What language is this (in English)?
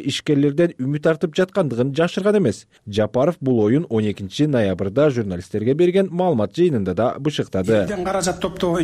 Kyrgyz